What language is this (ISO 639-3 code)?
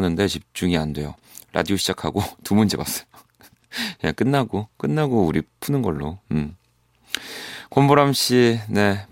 kor